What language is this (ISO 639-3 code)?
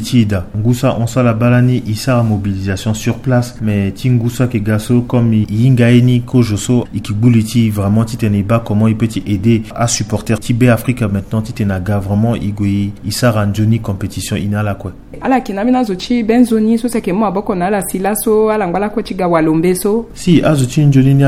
sag